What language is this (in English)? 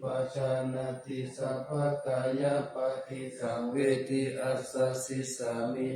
Pali